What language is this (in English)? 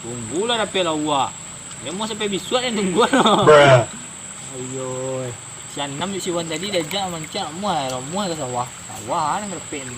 Minangkabau